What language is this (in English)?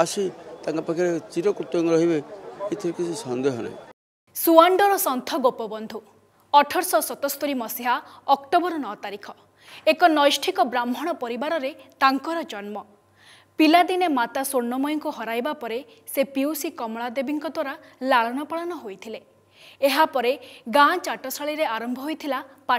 Odia